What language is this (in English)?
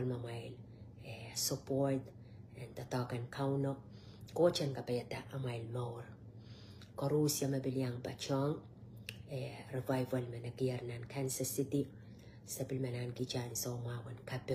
Pohnpeian